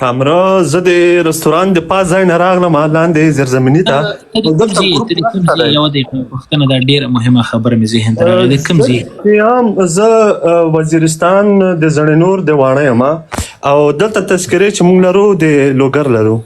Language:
Pashto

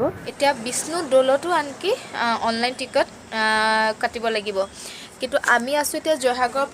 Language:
Assamese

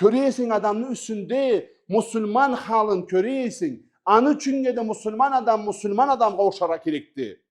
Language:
Karachay-Balkar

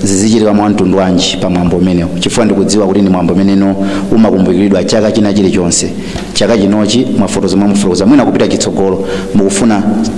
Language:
Nyanja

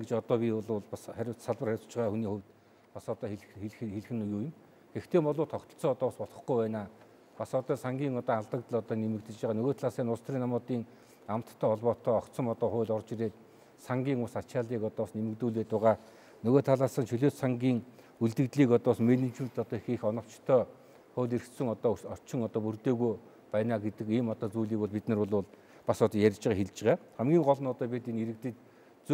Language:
Mongolian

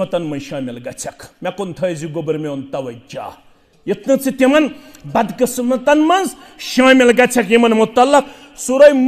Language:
Kashmiri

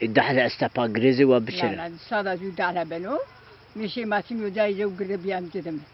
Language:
Zaza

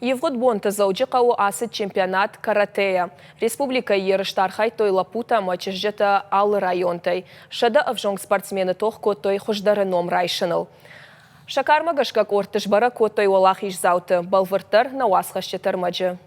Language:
Ossetic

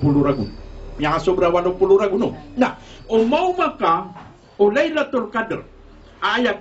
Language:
Maranao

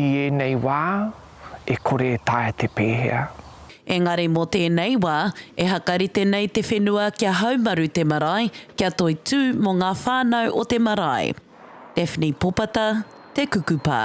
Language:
Māori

